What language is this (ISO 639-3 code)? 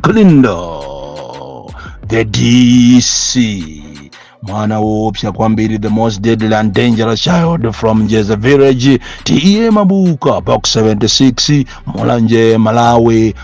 nya